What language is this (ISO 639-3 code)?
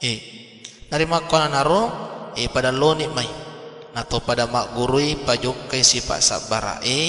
bug